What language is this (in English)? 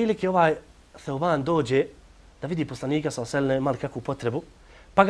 Bosnian